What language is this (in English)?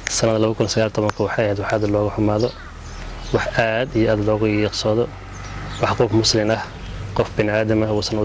Somali